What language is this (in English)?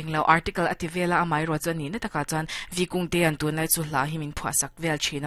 Mizo